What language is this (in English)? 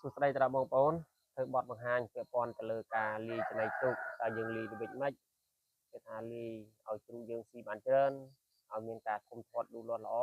Khmer